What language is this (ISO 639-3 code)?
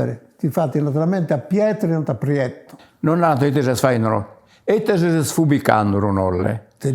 srd